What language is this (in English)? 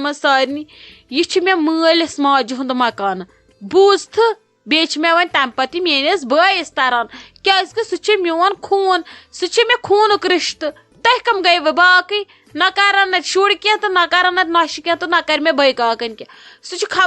Kashmiri